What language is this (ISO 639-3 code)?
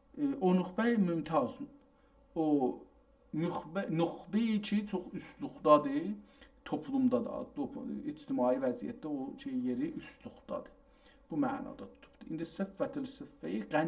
azb